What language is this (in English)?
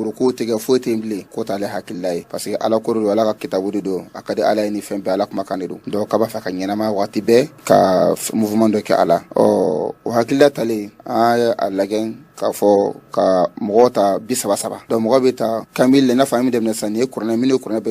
Bambara